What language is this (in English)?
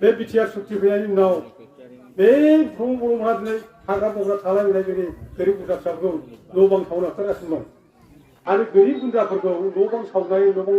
Bodo